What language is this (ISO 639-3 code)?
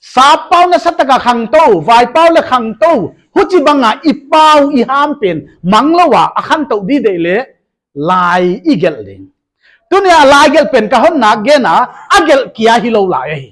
pck